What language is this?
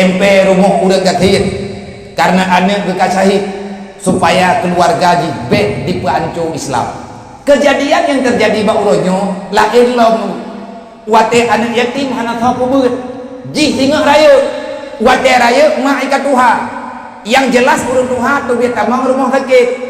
Achinese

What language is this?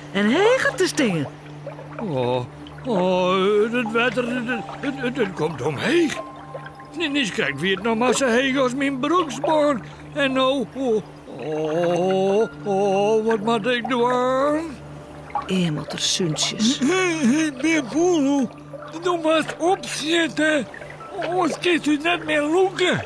Western Frisian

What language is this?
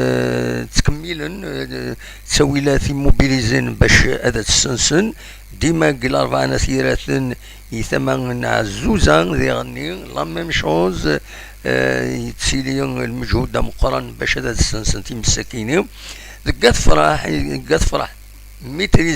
Kabyle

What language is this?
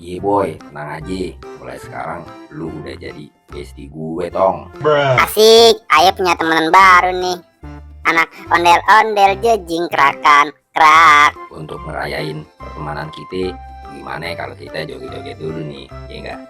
Betawi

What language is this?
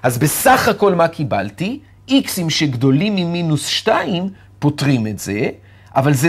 Hebrew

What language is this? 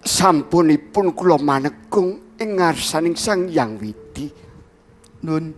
Javanese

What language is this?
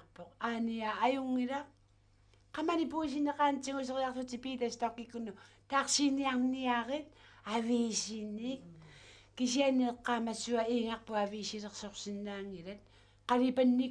Kalaallisut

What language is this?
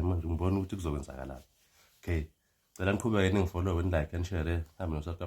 Zulu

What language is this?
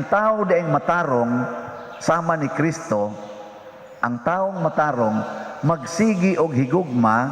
Cebuano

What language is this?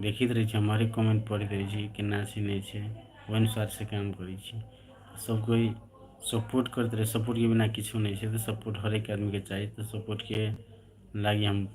Maithili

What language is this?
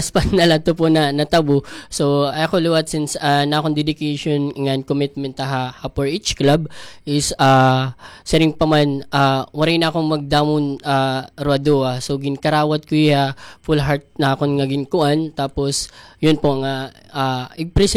Waray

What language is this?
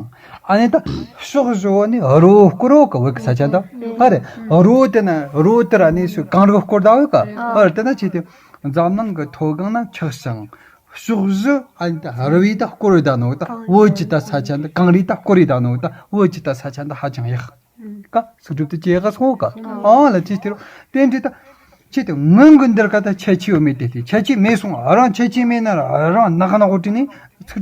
Tibetan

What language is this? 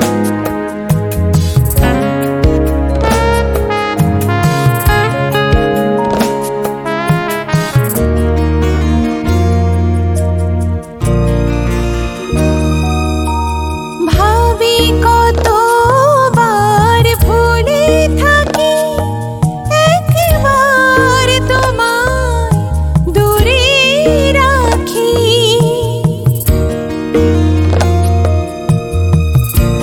Bangla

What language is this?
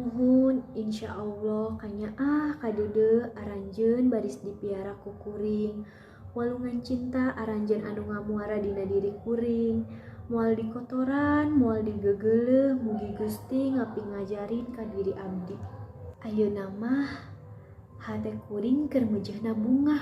Sundanese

